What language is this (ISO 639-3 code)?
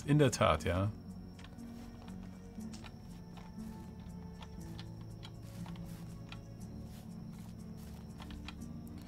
deu